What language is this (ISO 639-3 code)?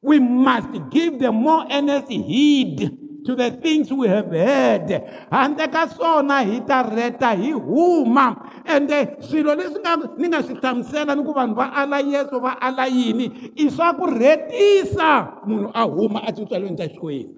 tso